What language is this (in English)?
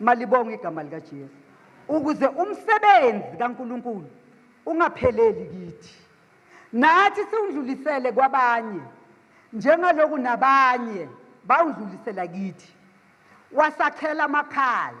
Zulu